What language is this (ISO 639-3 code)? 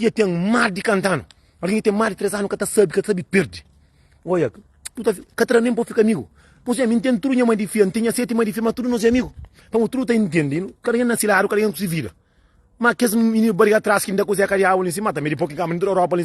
kea